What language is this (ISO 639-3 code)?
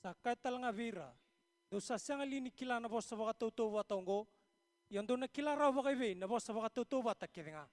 fij